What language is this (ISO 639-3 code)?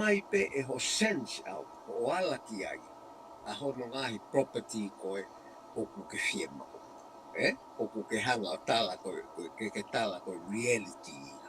ton